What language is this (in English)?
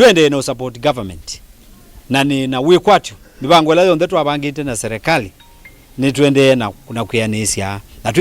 Kamba